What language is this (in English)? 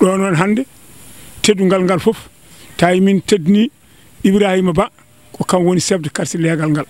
Fula